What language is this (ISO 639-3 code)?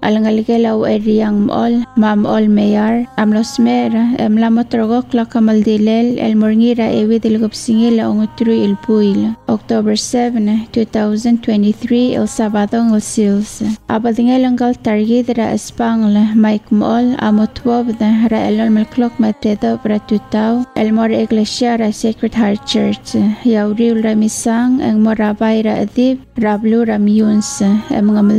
pau